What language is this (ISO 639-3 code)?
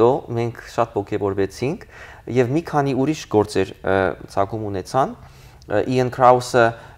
hyw